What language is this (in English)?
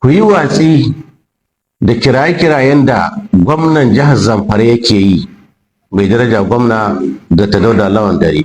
Hausa